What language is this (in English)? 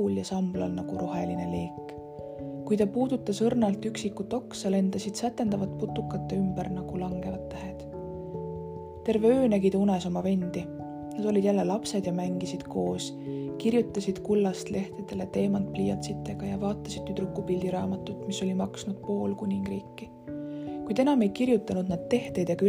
Estonian